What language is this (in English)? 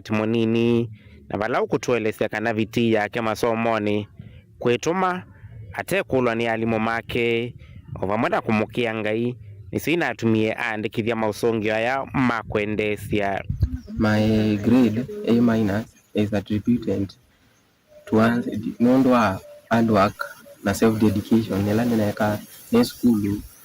Kamba